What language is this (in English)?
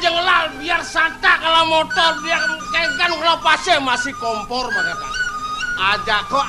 Balinese